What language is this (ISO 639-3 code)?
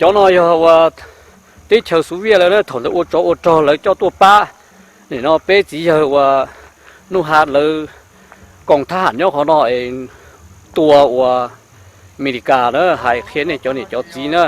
hmn